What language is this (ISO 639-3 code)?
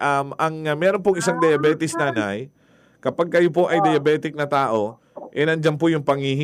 fil